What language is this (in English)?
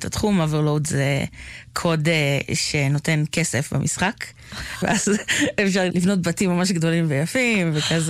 Hebrew